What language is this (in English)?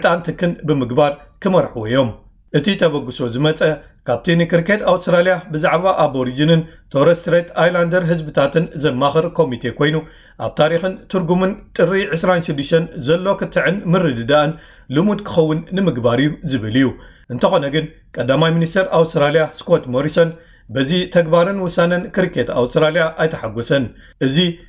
Tigrinya